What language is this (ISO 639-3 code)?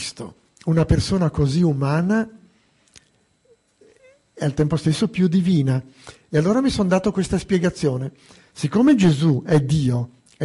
ita